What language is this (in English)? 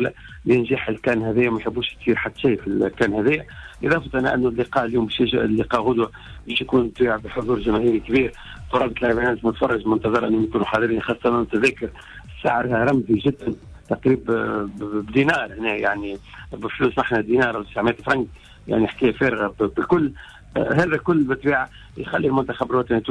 Tunisian Arabic